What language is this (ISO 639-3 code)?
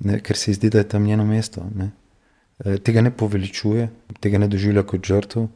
slv